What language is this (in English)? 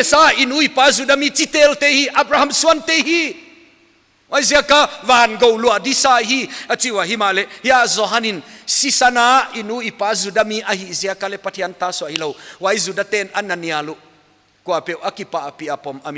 Paite Chin